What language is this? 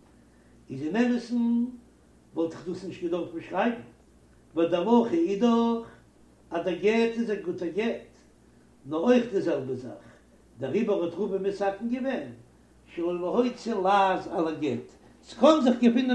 Yiddish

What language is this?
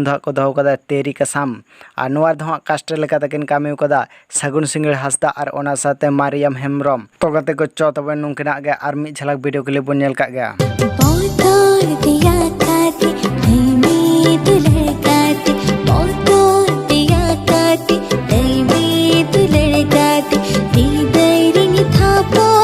Santali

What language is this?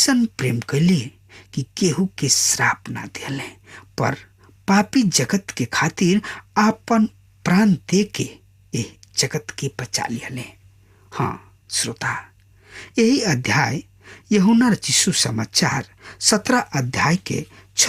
Bhojpuri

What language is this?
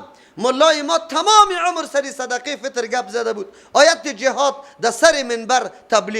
Persian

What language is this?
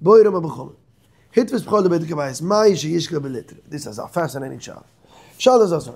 Yiddish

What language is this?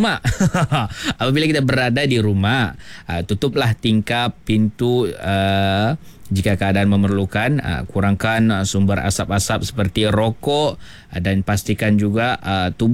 Malay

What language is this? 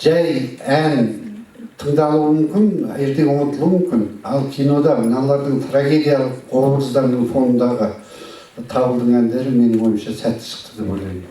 Kazakh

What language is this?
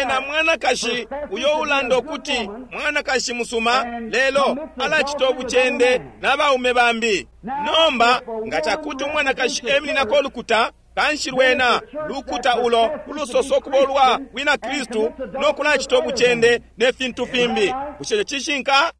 Bemba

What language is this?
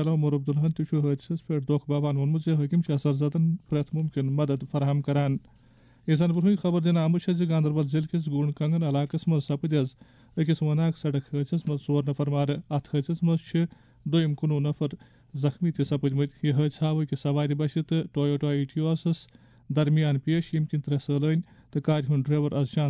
Kashmiri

